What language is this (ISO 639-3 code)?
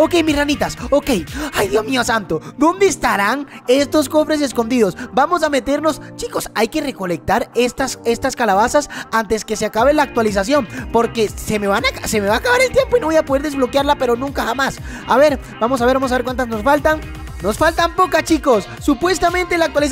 spa